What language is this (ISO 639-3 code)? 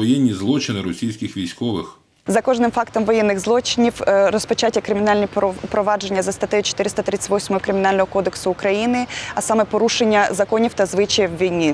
ukr